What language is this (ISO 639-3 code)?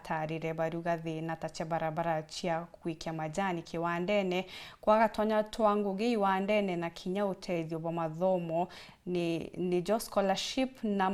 mer